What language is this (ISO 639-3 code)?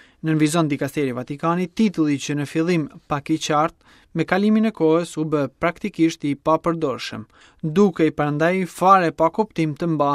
sqi